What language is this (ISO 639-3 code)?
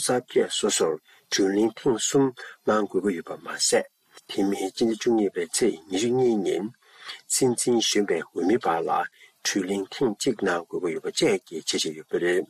bod